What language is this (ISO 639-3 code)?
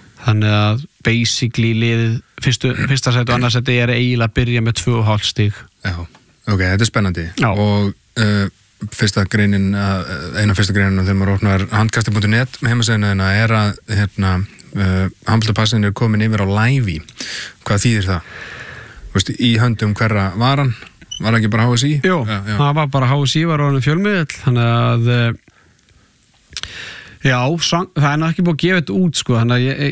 isl